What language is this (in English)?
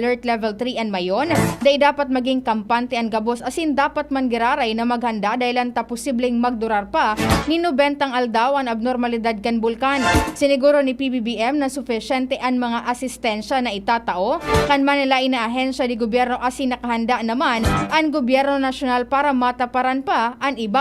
Bikol